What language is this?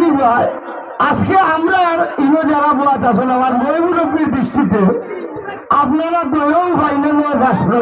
Sylheti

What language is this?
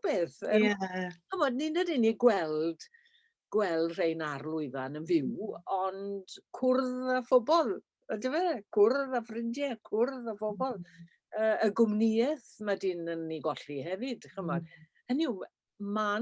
Welsh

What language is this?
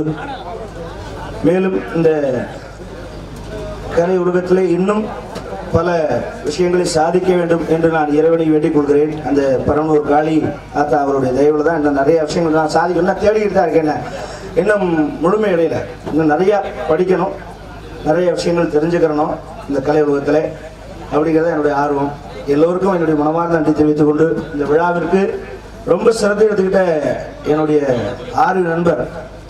Tamil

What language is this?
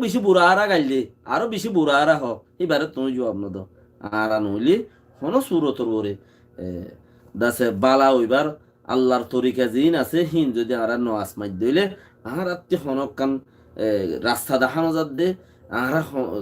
Rohingya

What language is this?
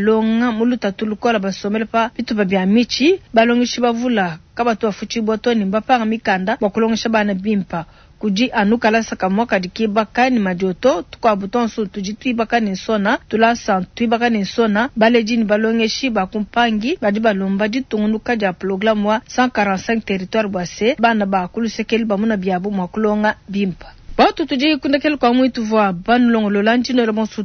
Luba-Lulua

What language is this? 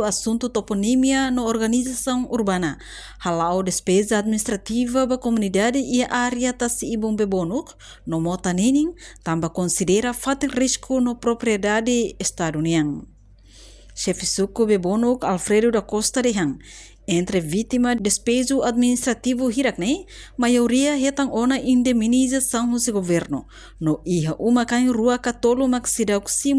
Tetum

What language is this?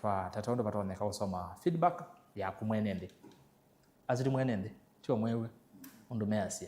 Kamba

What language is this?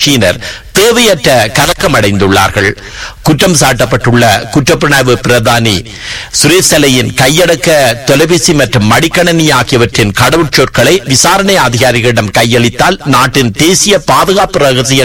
Tamil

